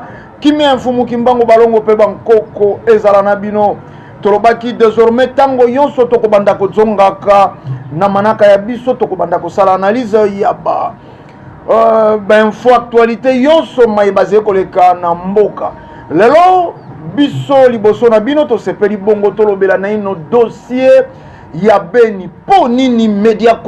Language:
Lingala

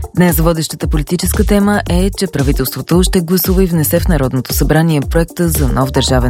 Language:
Bulgarian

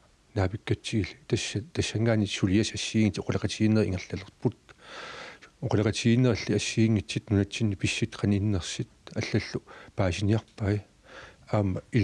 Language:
Kalaallisut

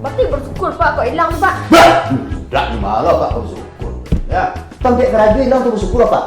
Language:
Minangkabau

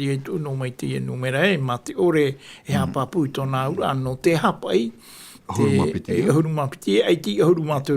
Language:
Tahitian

